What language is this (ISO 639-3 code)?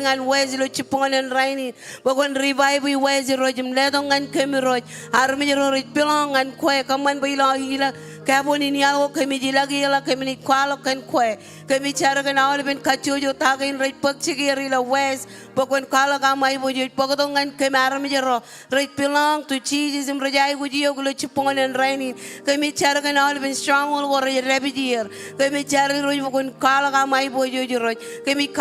mah